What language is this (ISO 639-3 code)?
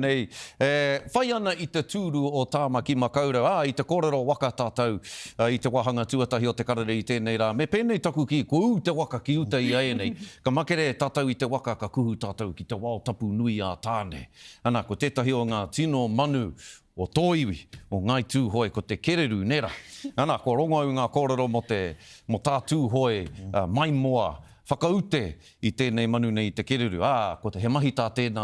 mri